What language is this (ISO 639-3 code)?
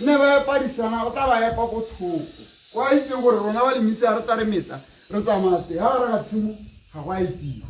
tsn